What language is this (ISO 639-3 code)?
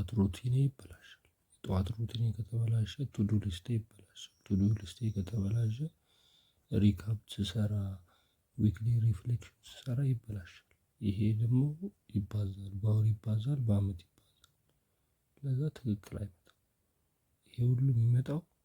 amh